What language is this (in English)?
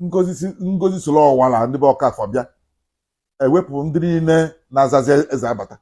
Igbo